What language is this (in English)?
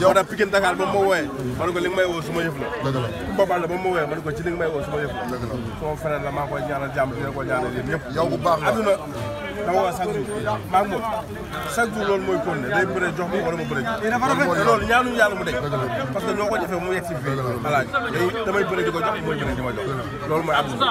Wolof